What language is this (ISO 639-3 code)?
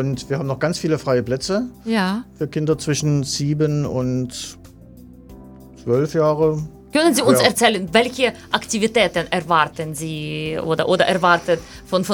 deu